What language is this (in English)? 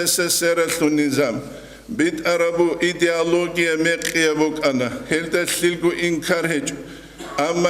Avaric